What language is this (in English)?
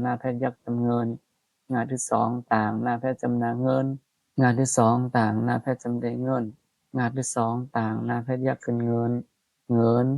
Shan